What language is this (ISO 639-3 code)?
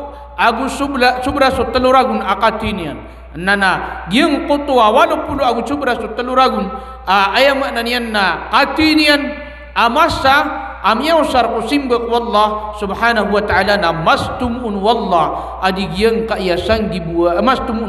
mrw